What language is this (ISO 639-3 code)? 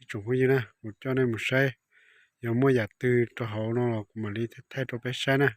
hmn